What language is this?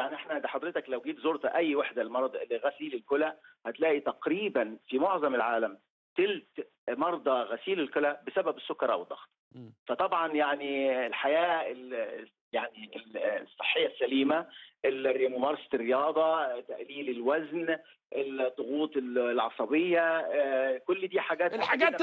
Egyptian Arabic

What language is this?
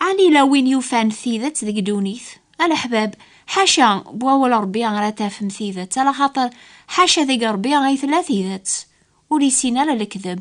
Kabyle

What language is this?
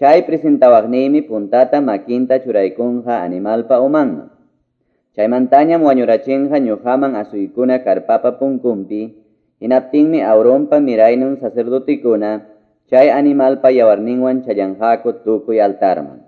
Quechua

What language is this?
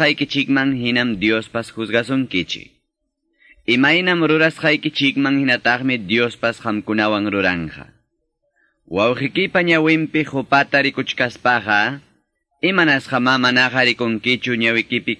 Ayacucho Quechua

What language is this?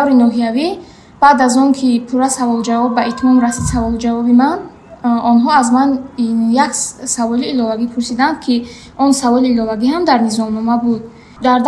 Tajik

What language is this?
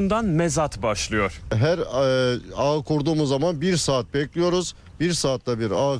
Turkish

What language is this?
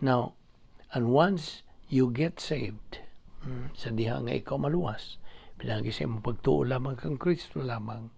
Cebuano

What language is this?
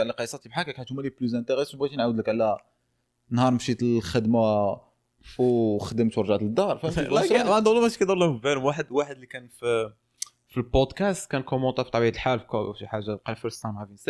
Moroccan Arabic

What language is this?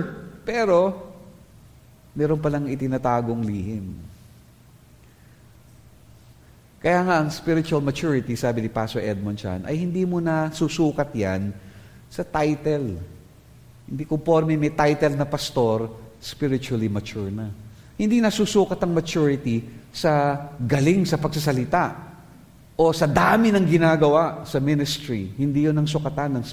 Filipino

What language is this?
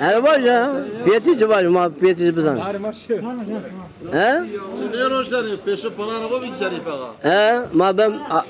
Zaza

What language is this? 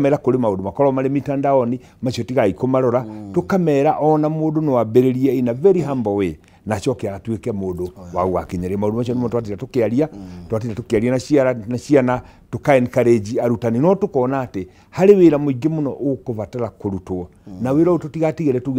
Kikuyu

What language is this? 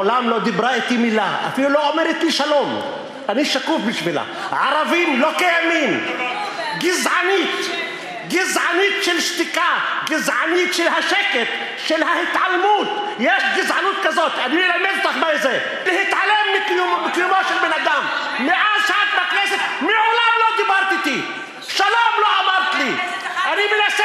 Hebrew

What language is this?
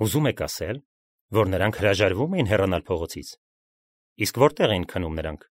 Armenian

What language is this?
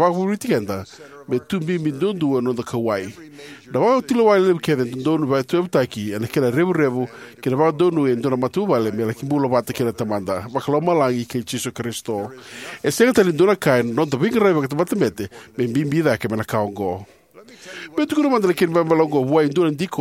Fijian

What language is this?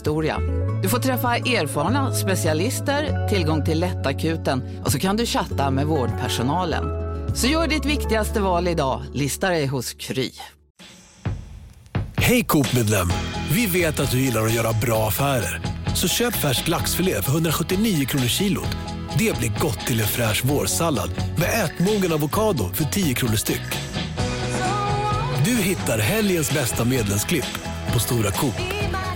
Swedish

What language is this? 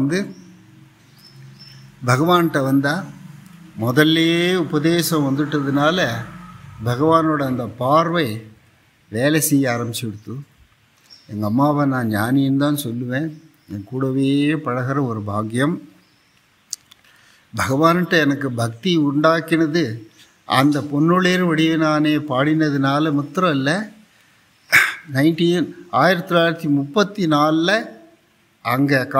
Tamil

